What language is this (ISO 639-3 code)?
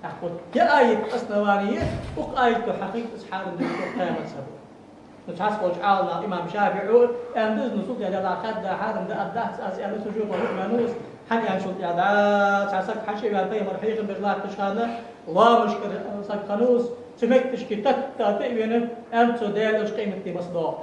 inh